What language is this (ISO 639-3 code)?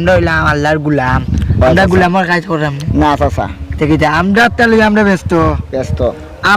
syl